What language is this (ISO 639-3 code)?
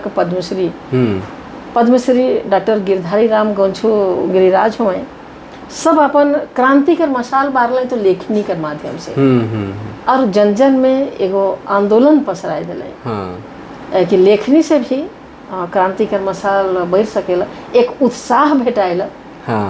sck